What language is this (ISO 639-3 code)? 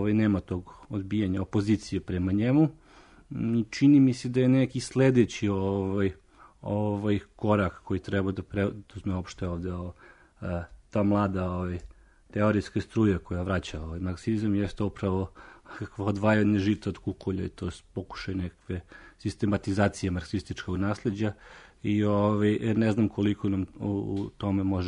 srp